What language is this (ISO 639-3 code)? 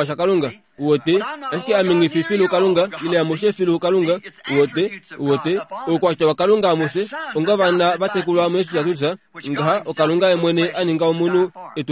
kua